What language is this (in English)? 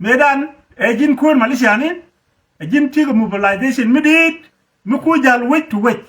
Nuer